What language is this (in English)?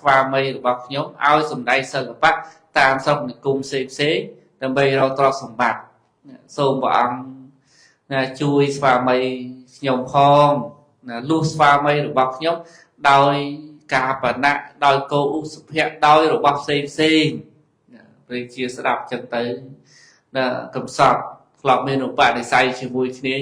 Khmer